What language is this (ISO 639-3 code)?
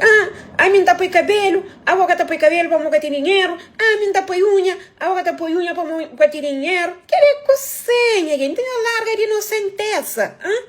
kea